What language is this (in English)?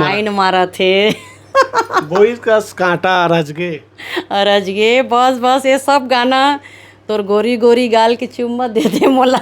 Chhattisgarhi